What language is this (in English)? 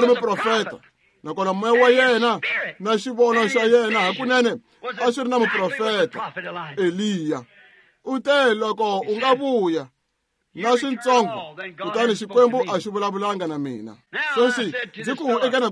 Tsonga